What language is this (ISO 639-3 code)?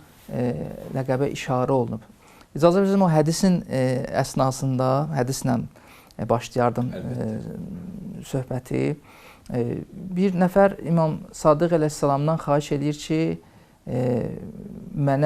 aze